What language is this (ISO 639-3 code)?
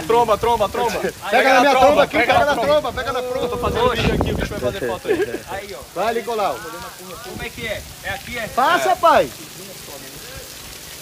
por